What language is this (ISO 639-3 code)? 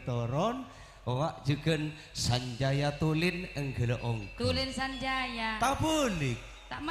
mad